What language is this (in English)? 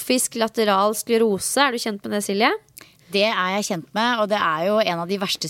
Norwegian